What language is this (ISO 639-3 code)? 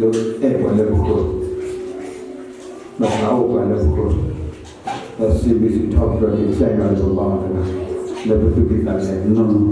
ksw